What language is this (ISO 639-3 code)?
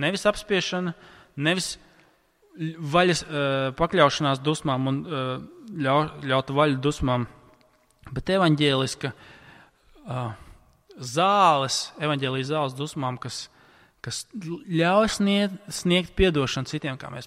lav